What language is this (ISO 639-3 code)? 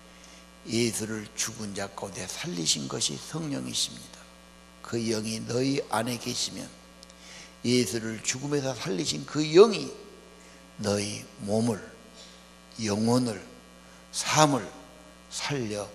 kor